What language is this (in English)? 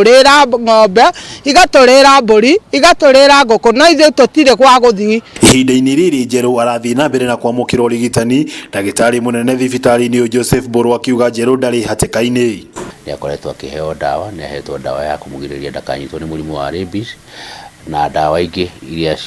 Kikuyu